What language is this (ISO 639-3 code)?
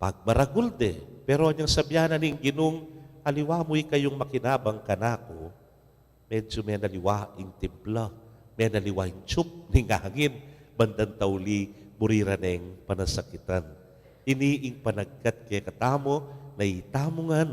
pam